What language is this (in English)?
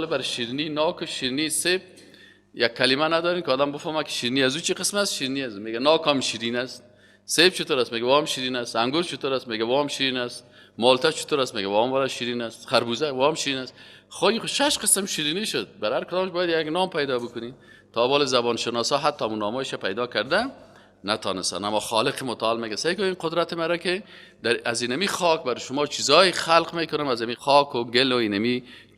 Persian